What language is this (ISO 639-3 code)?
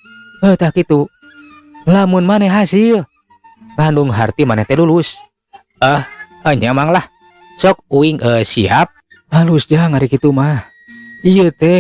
sun